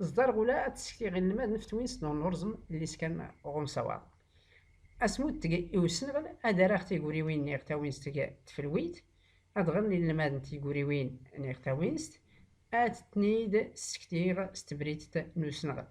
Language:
Tachelhit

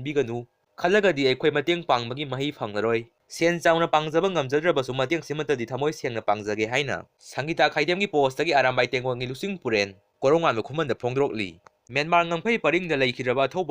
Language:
Manipuri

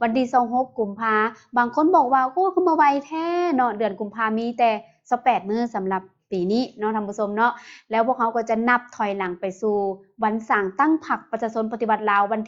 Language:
Lao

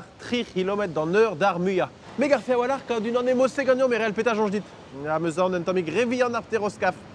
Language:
Breton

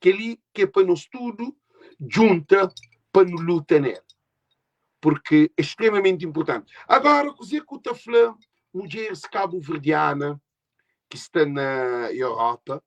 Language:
Kabuverdianu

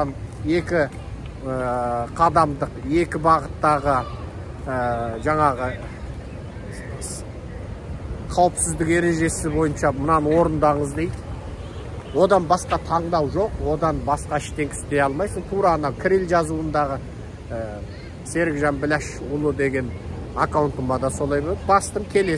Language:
Kazakh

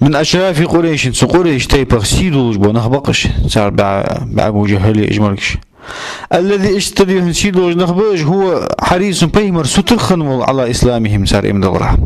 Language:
Ingush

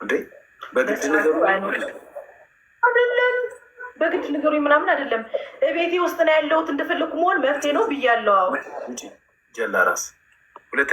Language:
Amharic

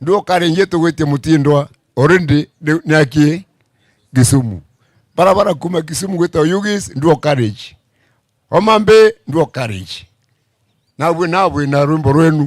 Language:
Meru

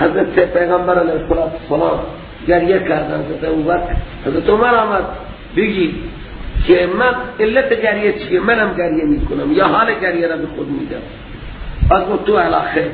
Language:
Persian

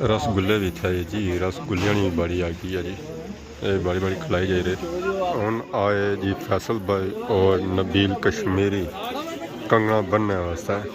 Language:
Pahari-Potwari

